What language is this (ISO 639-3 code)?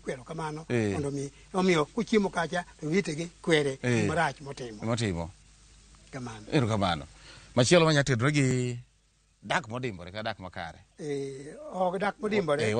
luo